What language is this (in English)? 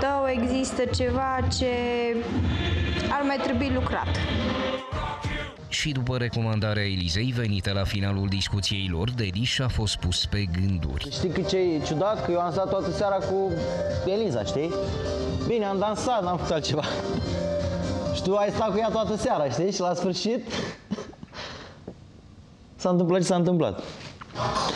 Romanian